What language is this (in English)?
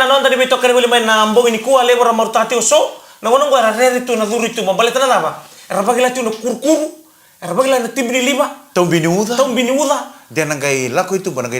Fijian